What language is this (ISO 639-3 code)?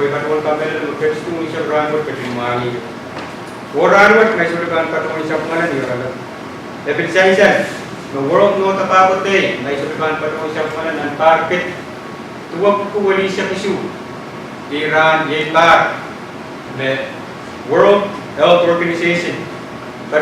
pon